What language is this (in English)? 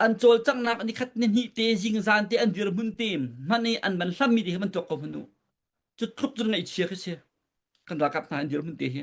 Hakha Chin